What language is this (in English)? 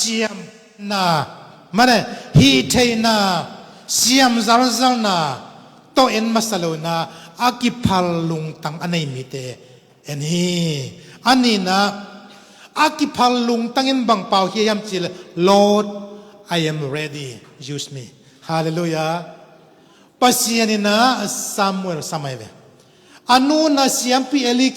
Tedim Chin